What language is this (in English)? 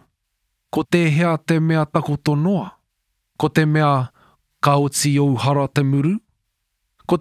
Māori